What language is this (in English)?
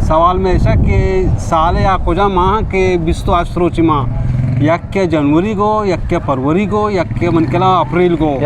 Eastern Balochi